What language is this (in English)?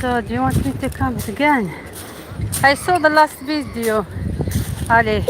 Algerian Arabic